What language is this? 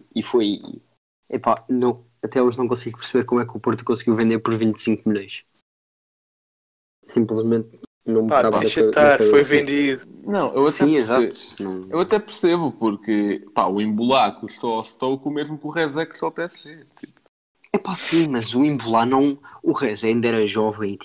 Portuguese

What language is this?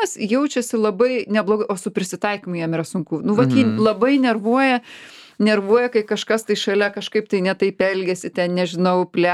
Lithuanian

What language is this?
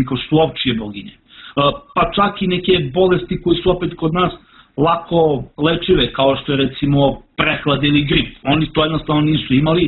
Serbian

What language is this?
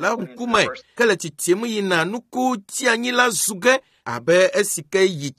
Ewe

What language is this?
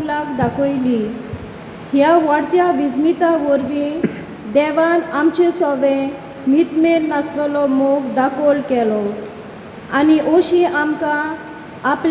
Konkani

